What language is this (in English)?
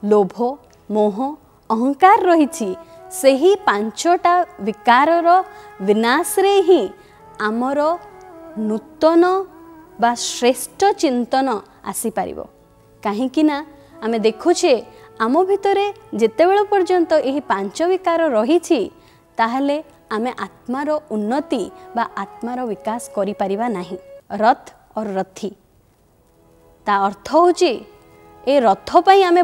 Odia